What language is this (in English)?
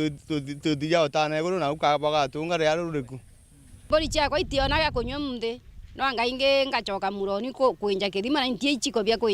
Meru